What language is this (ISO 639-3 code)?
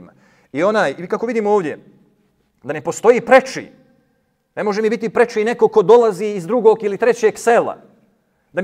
bos